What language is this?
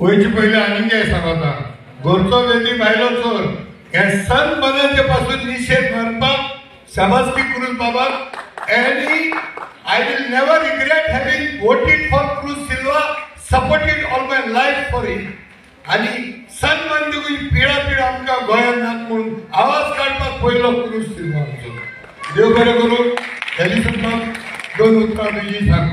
Konkani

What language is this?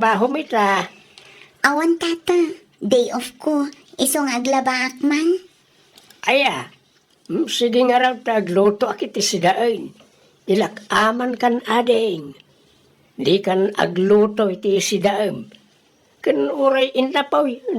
Iloko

